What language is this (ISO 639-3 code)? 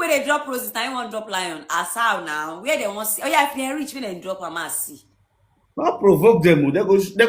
pcm